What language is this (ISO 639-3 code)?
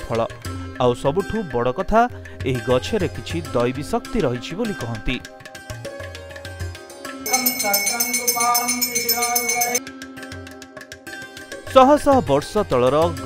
ori